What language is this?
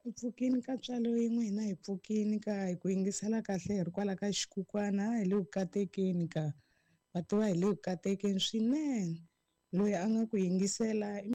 Tsonga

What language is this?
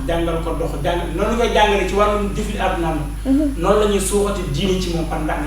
Wolof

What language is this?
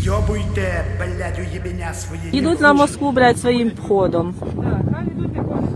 Ukrainian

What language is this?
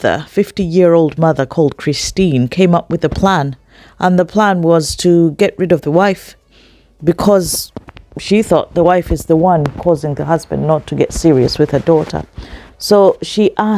English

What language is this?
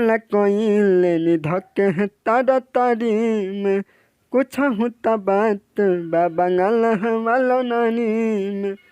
Bhojpuri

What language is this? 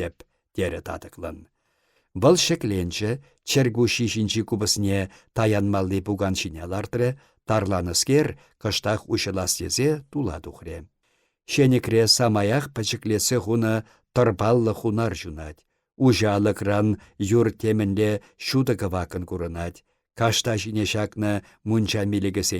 Chuvash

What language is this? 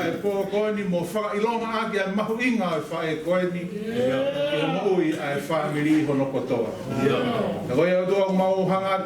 Tongan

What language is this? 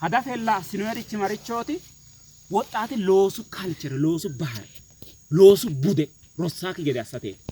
Sidamo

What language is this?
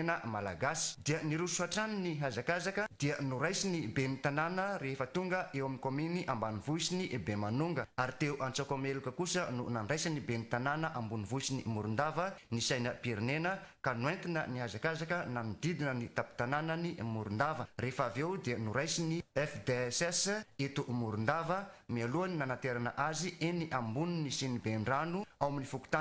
Malagasy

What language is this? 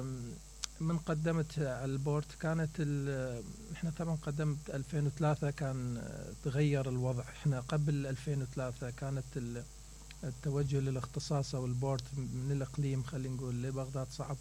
Mesopotamian Arabic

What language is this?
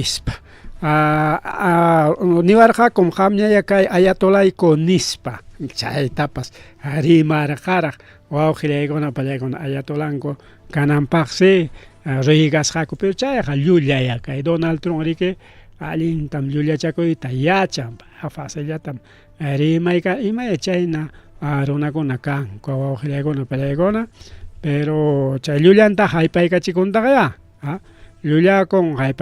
Ayacucho Quechua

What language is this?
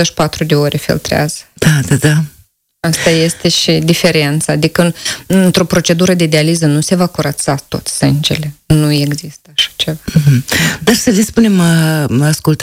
Romanian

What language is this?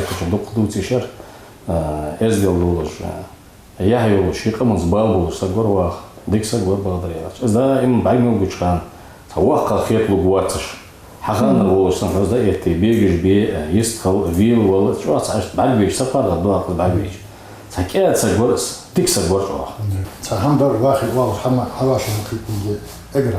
Ingush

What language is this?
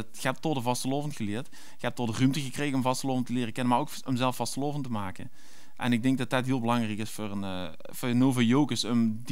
Limburgish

